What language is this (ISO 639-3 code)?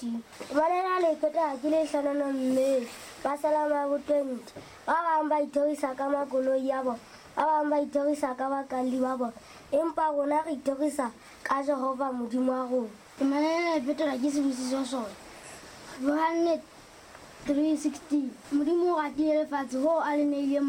sot